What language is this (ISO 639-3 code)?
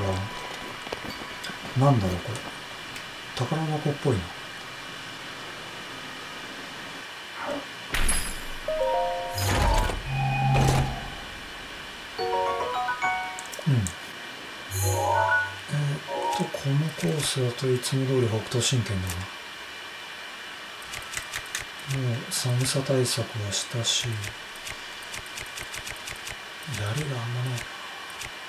jpn